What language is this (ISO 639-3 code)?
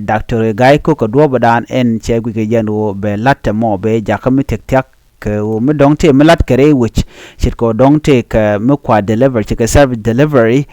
nus